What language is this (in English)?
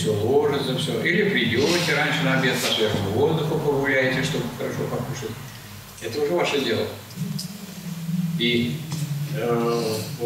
Russian